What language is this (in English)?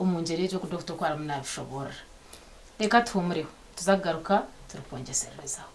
Nyankole